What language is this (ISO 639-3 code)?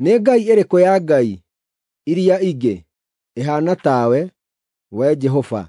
kik